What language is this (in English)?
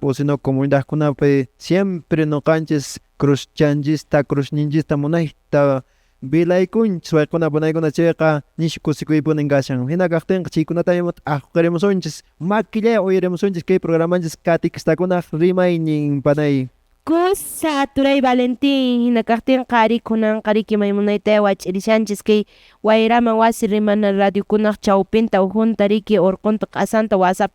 Quechua